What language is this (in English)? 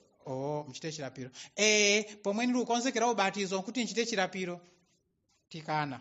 Nyanja